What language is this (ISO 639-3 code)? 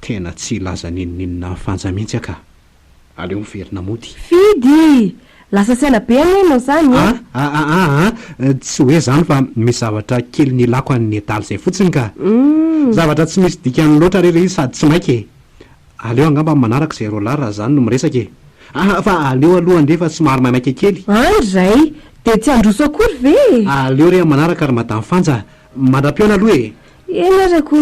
mlg